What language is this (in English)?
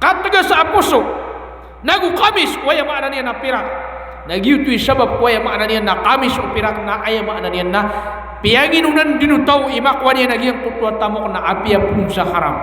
Maranao